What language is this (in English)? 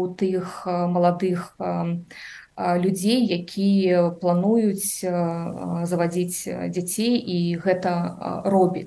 Belarusian